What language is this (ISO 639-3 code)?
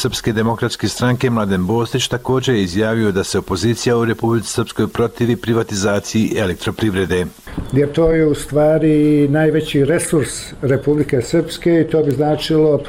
hrv